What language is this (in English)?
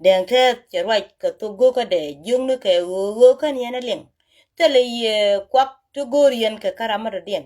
Nuer